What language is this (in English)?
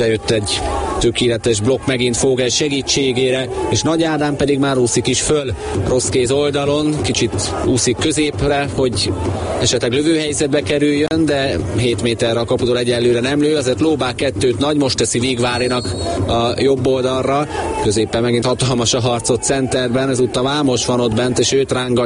Hungarian